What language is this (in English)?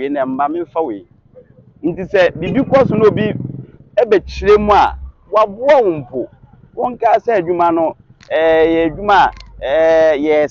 Akan